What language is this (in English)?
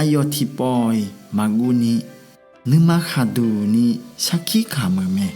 Akha